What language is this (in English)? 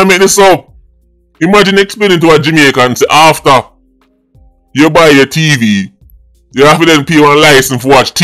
Jamaican Creole English